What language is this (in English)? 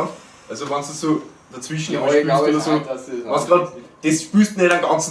Bavarian